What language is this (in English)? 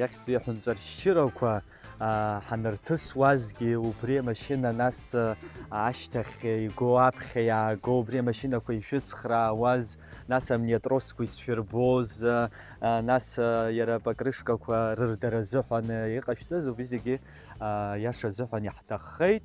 Abkhazian